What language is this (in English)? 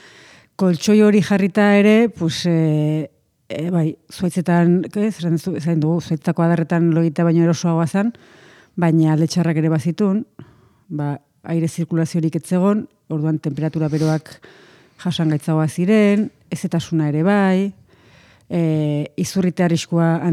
Basque